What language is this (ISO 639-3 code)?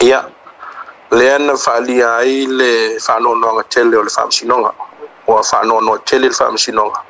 smo